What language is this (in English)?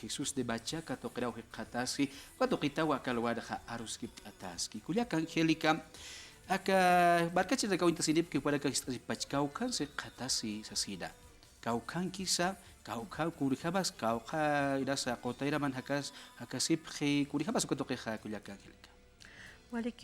Aymara